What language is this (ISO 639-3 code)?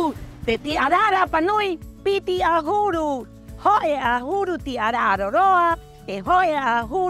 rap